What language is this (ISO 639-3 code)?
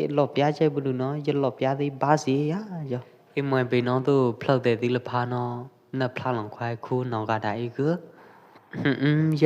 kjp